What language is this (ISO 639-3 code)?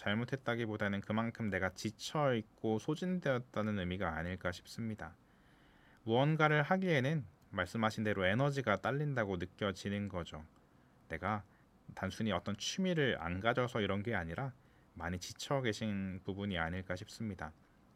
kor